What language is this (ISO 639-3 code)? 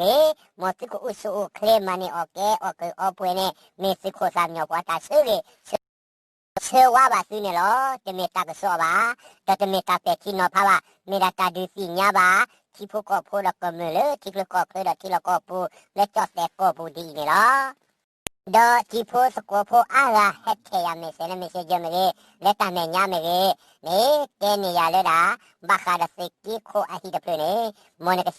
ksw